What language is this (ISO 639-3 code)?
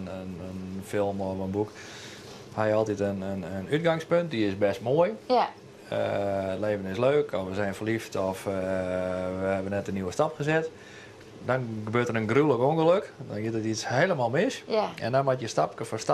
fry